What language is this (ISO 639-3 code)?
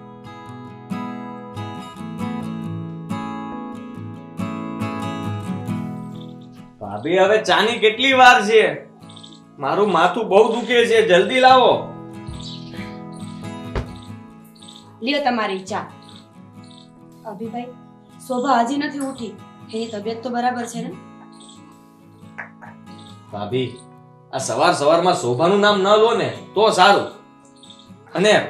guj